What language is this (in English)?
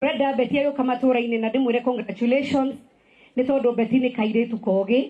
Kikuyu